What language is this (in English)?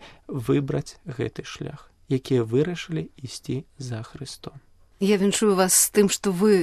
Belarusian